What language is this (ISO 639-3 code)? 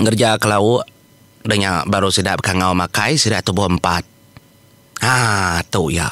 iba